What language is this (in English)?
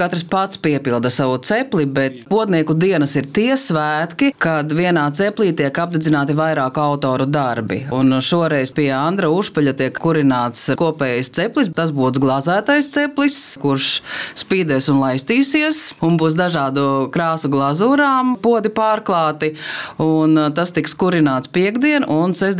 Latvian